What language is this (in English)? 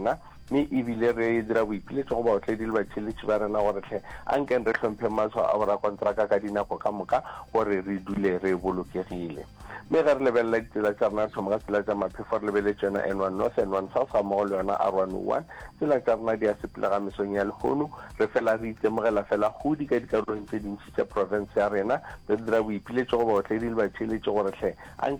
Northern Sotho